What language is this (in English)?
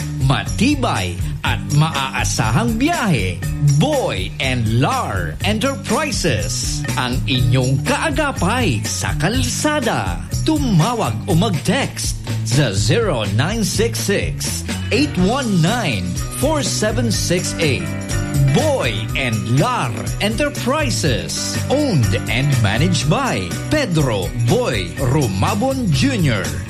Filipino